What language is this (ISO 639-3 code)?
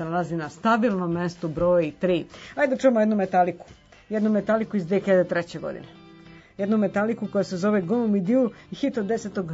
srp